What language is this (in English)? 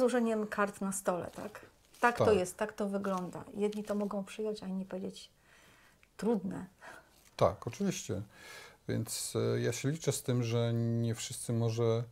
Polish